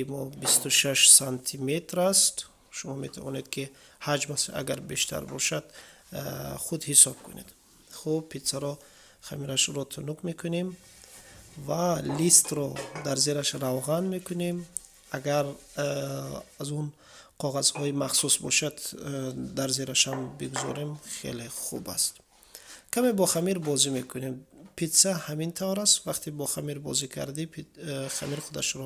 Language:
Tajik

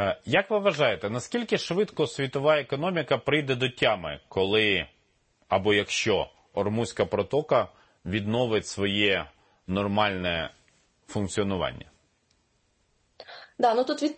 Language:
Ukrainian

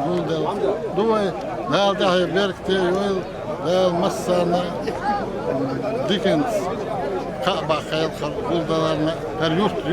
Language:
Chechen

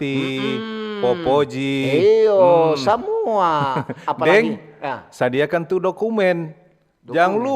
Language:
Manado Malay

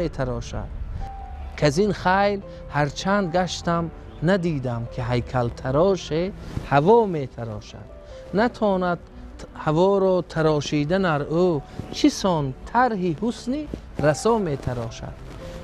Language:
Tajik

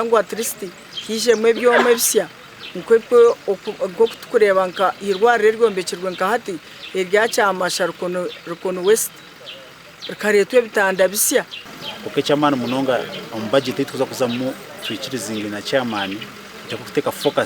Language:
Nyankole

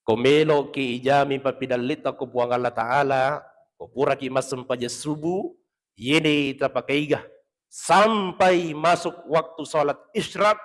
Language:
Buginese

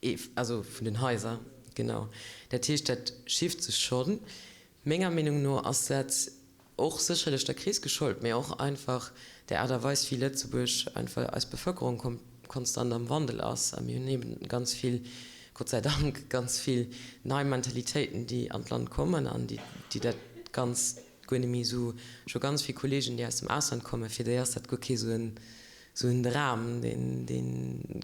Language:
Luxembourgish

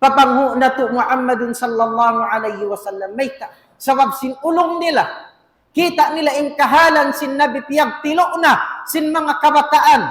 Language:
Tausug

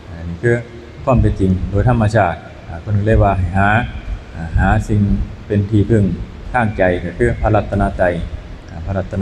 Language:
Northeastern Thai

